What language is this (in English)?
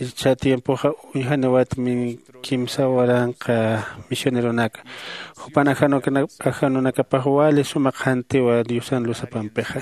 Aymara